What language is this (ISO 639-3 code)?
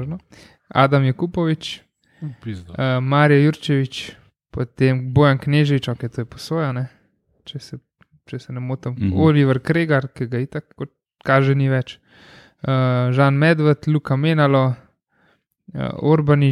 slv